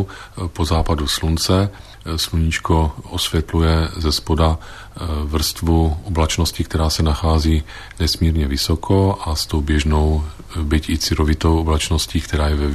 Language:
Czech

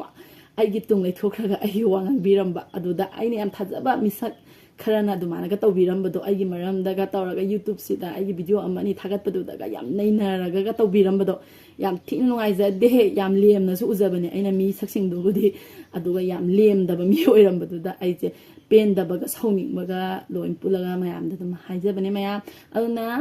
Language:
Manipuri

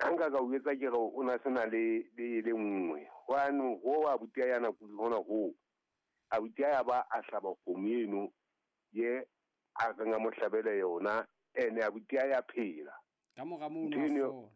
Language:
Southern Sotho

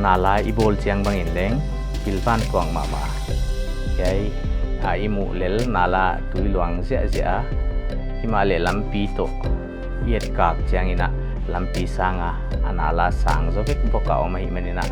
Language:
Paite Chin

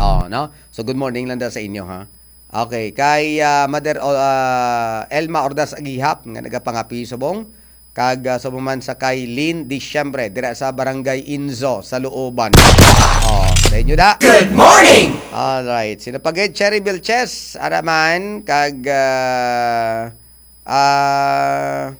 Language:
Hiligaynon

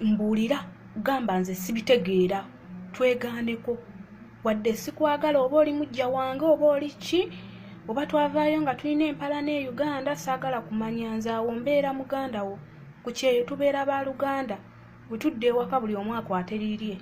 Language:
Ganda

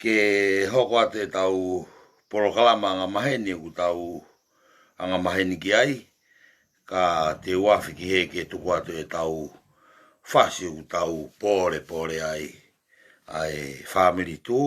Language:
Tongan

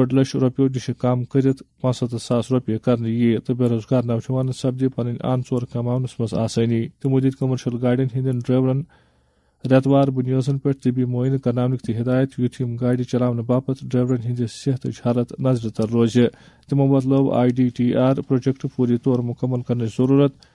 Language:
Kashmiri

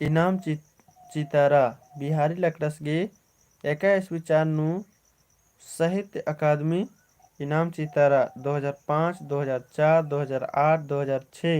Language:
Kurukh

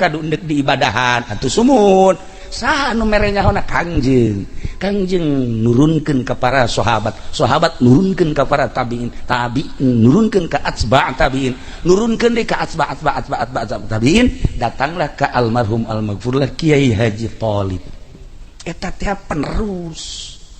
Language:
Sundanese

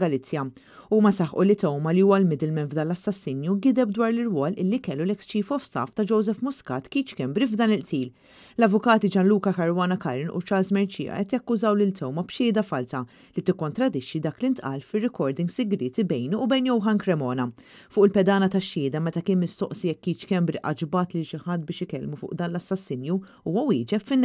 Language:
Maltese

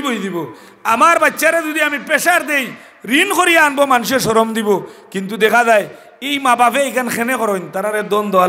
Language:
Sylheti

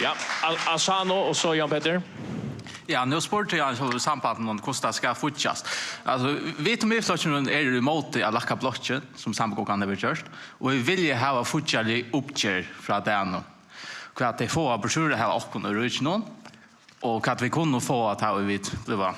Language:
Faroese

